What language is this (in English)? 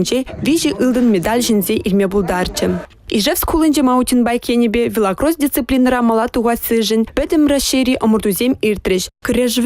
Chuvash